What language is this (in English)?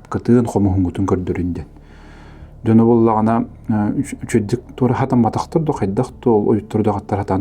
Yakut